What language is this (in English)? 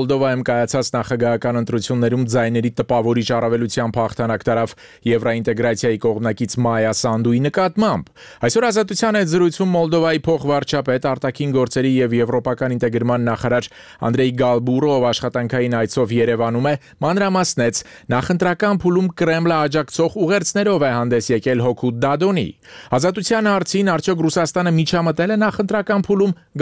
Armenian